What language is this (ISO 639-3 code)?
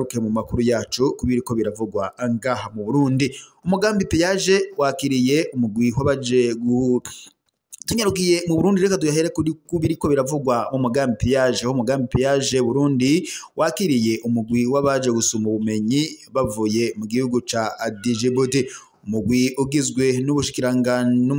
run